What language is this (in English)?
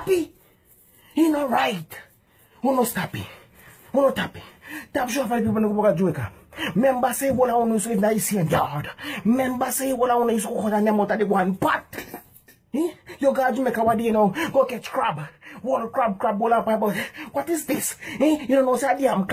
Jamaican Creole English